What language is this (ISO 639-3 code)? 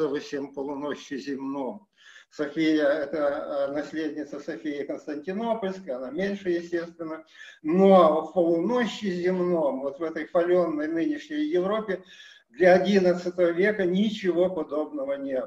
rus